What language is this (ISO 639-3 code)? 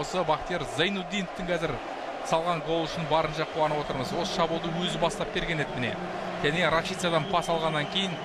kir